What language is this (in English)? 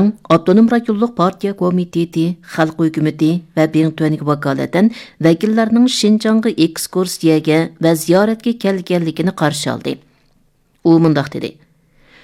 Uyghur